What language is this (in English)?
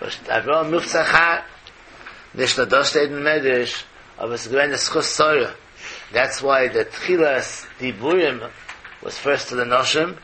Yiddish